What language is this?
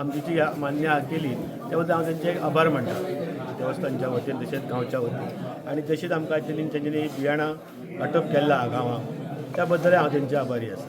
Konkani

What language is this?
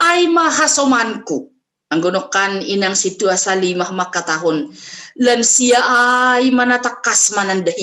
Batak Simalungun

